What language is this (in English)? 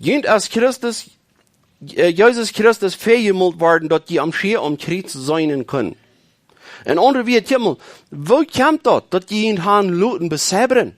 Plautdietsch